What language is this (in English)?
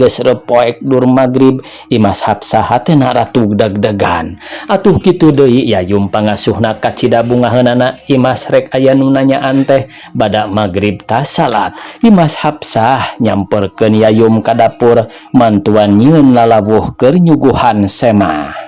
Sundanese